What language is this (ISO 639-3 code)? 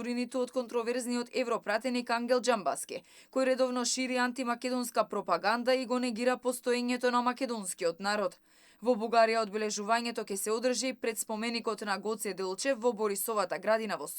mkd